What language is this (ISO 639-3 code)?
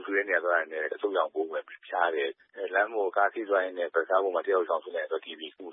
mya